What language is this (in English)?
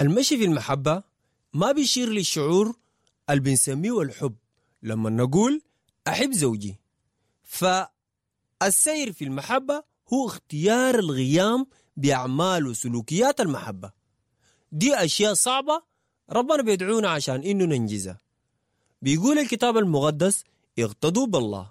Sudanese Arabic